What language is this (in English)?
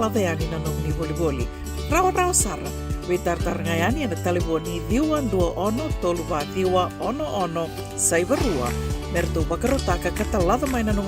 Fijian